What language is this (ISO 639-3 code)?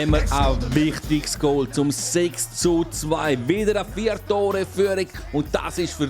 gsw